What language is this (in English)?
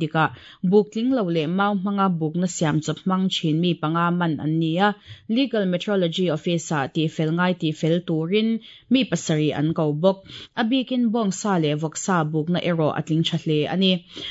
Mizo